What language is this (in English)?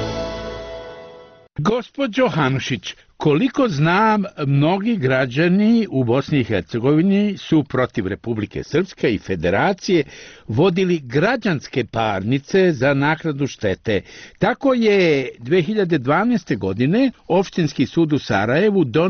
Bosnian